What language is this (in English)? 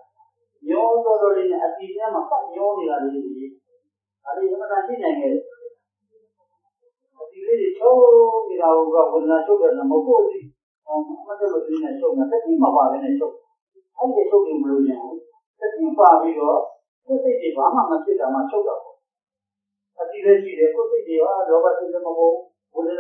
Burmese